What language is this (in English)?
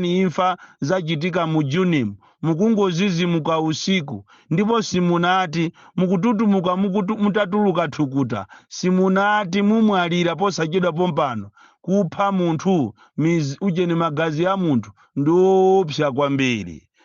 Nyanja